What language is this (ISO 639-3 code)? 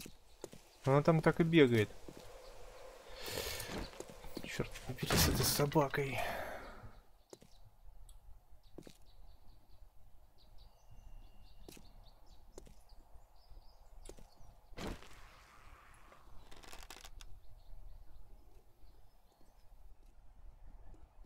rus